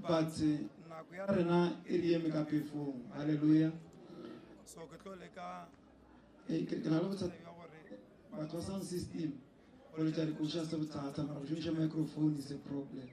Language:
Northern Sotho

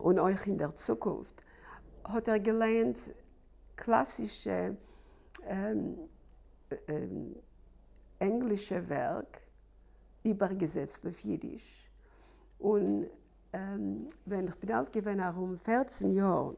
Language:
Yiddish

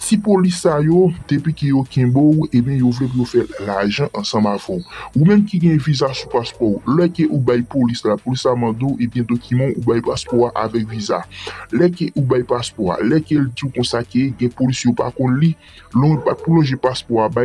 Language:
Haitian Creole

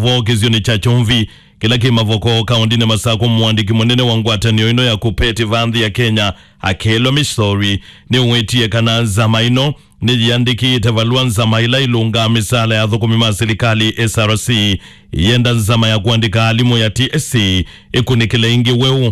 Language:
Kamba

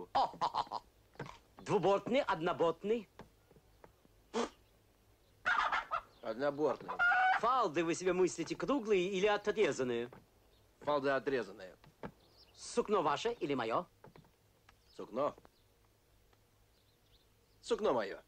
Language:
Russian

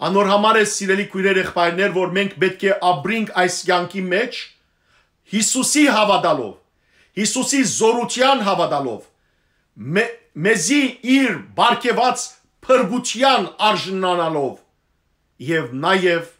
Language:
Western Armenian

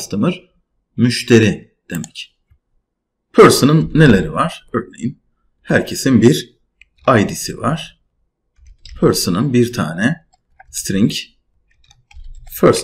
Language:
Turkish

